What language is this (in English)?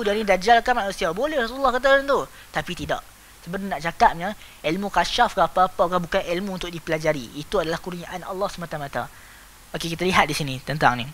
Malay